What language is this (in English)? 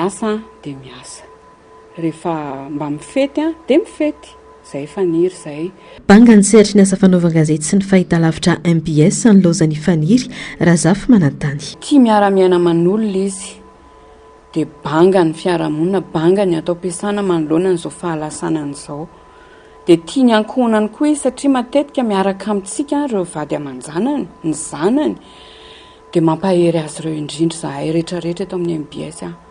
Malagasy